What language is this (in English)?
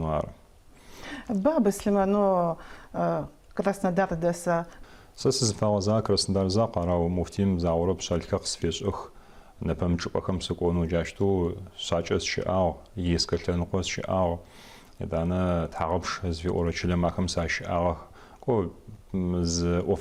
Adyghe